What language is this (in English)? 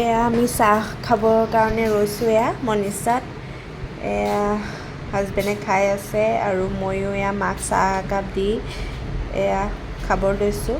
Assamese